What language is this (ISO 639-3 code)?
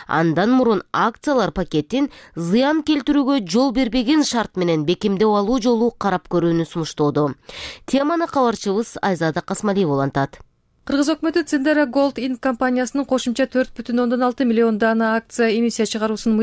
kir